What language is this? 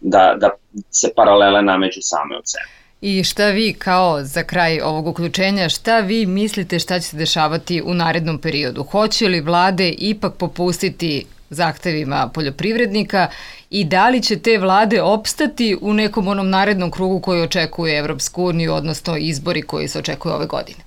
Serbian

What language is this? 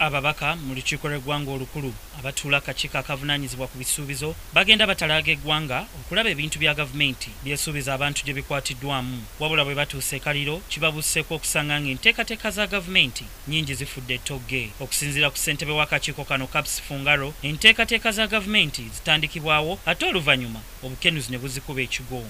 Ganda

